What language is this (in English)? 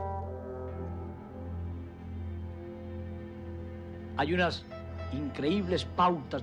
Spanish